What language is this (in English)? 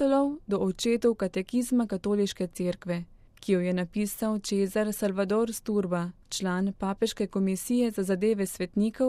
Slovenian